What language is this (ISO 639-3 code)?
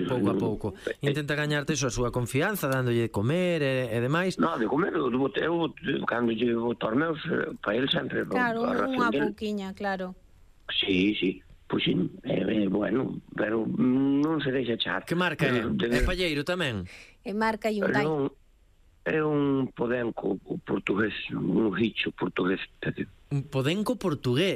glg